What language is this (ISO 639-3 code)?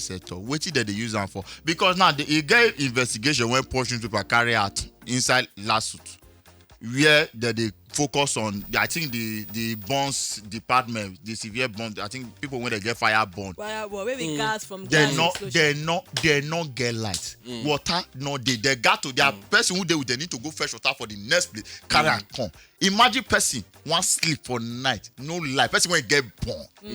pcm